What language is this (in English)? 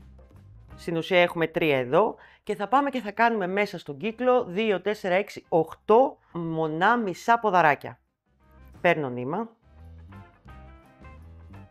Greek